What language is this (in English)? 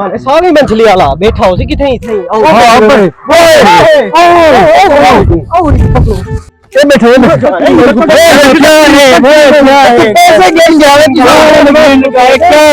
Saraiki